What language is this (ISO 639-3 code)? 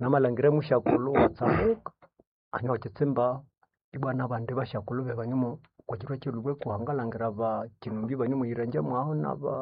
nnb